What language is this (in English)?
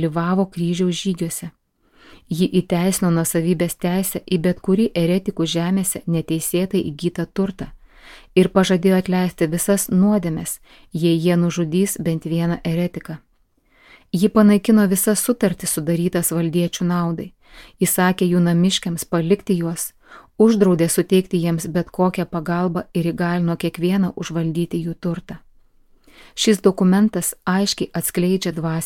Lithuanian